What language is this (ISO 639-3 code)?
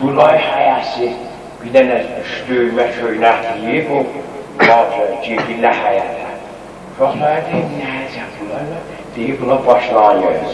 azb